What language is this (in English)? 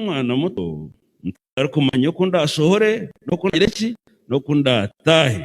Nyankole